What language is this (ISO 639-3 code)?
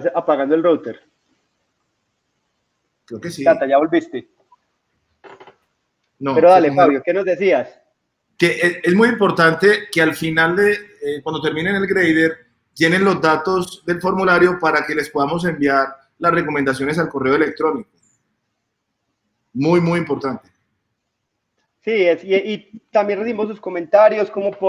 spa